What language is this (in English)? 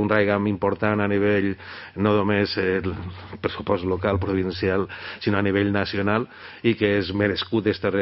Catalan